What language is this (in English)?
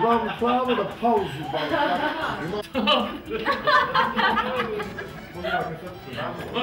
Bosnian